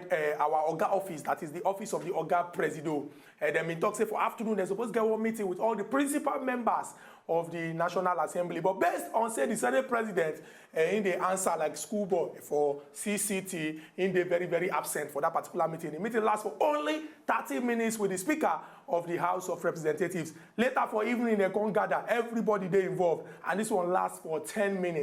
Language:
Nigerian Pidgin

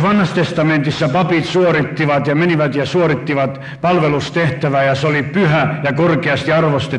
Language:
Finnish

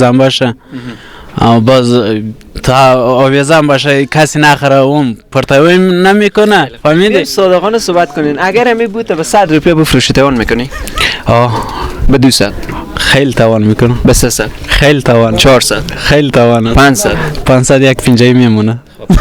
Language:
Persian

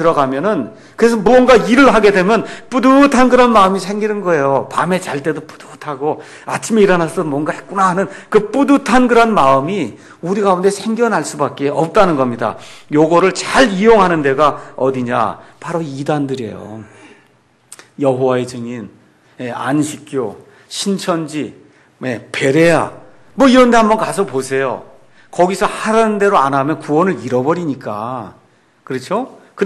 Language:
Korean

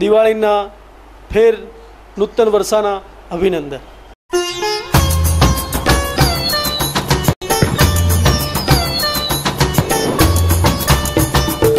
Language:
Gujarati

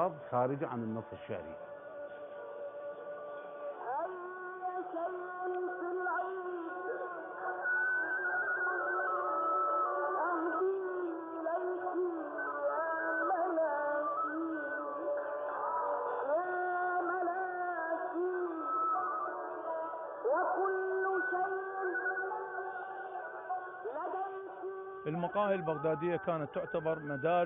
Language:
Arabic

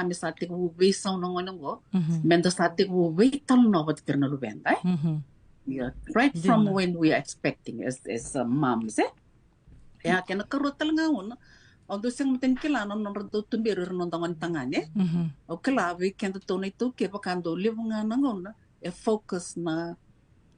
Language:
Fijian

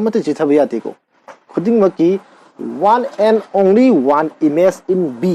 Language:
Manipuri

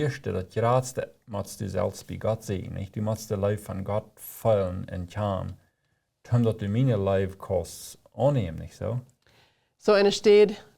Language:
Plautdietsch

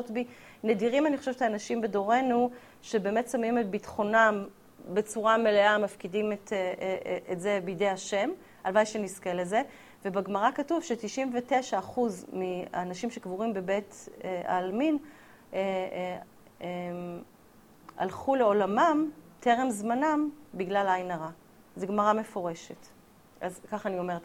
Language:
Hebrew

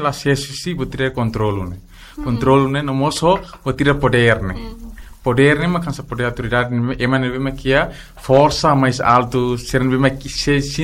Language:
Tetum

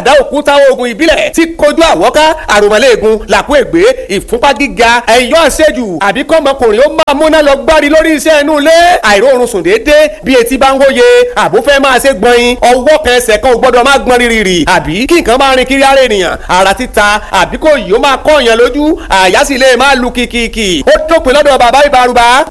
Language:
Yoruba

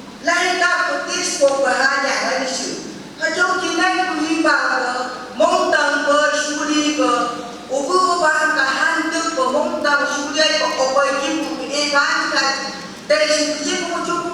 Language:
Phom Naga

